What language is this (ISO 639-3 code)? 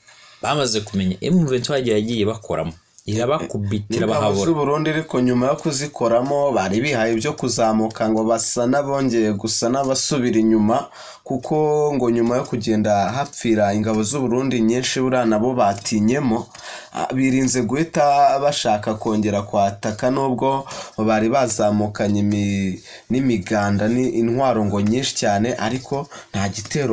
kin